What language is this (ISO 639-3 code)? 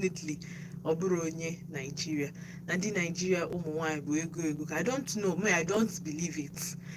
ibo